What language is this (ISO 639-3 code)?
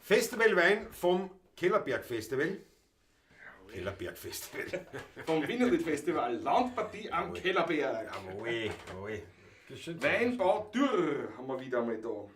bar